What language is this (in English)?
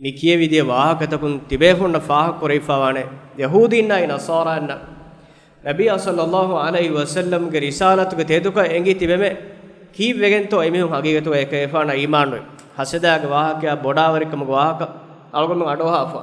Divehi